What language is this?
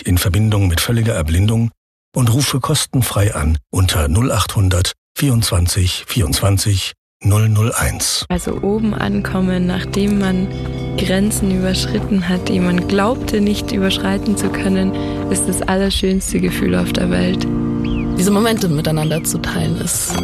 German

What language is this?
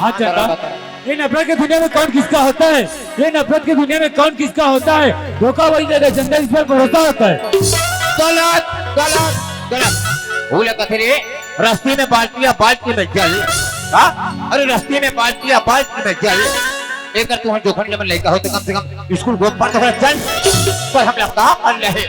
Chhattisgarhi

